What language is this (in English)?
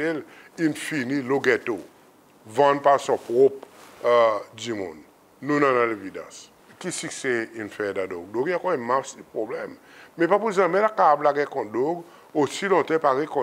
Seselwa Creole French